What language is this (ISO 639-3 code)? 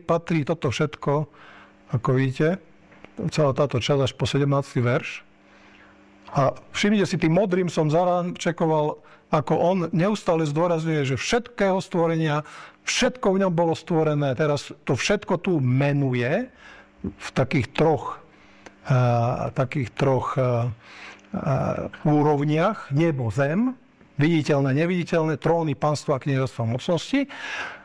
slk